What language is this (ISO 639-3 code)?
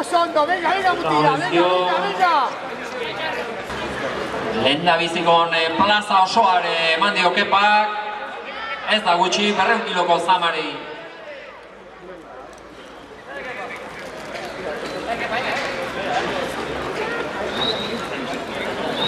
eus